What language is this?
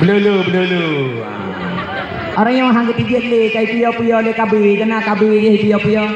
Achinese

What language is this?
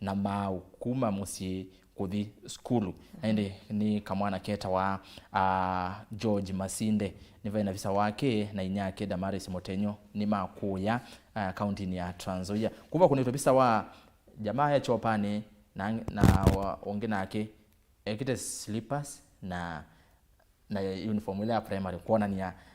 Kamba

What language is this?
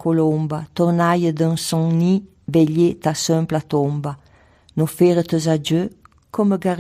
Arpitan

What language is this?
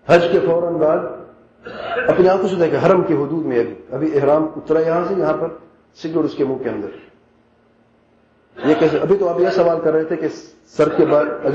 Urdu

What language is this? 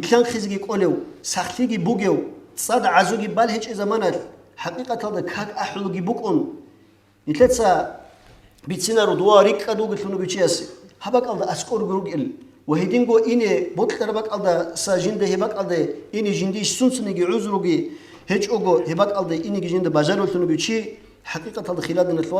Avaric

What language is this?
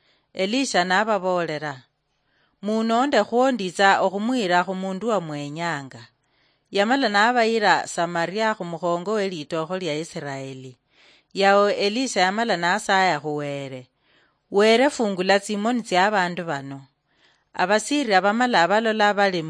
Luyia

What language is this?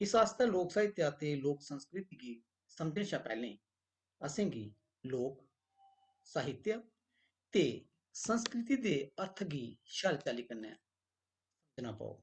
Dogri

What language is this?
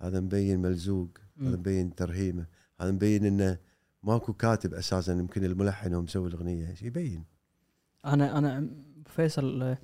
Gulf Arabic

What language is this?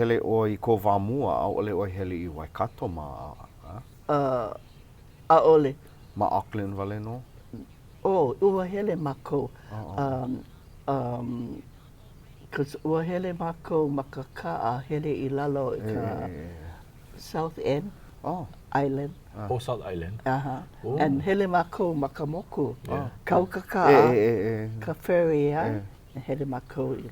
Hawaiian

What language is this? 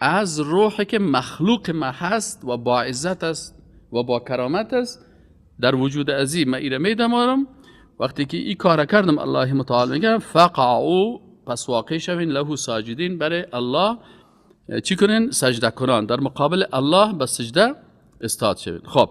Persian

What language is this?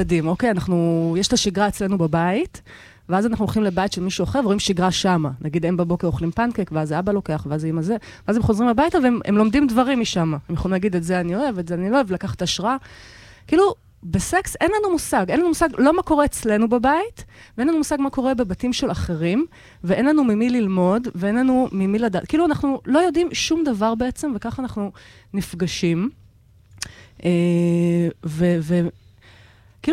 Hebrew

